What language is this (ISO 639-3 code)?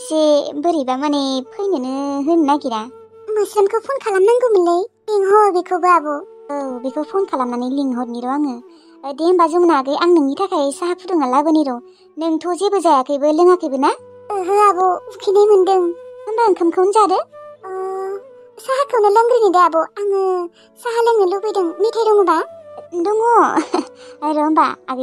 brx